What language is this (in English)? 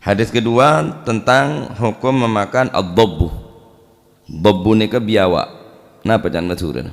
Madurese